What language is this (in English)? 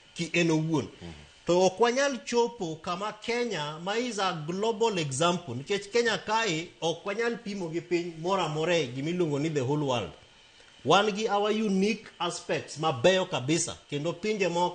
Luo (Kenya and Tanzania)